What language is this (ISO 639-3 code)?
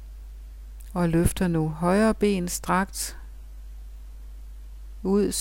dan